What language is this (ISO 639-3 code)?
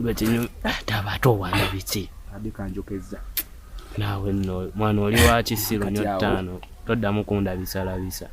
lug